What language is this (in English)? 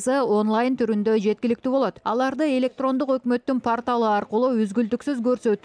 Kyrgyz